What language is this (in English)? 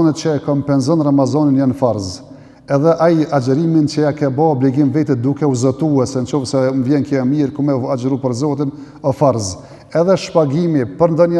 Albanian